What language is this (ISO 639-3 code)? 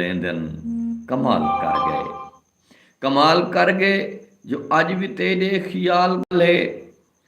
skr